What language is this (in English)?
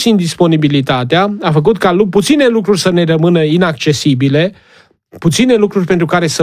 Romanian